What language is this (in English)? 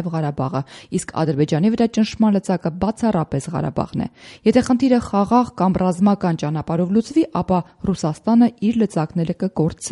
Armenian